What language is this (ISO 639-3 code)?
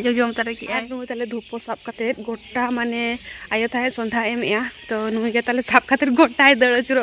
sat